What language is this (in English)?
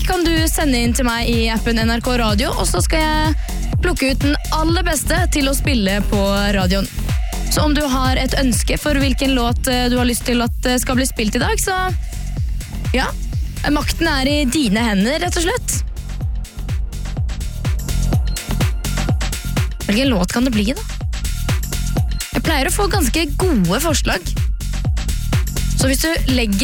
Norwegian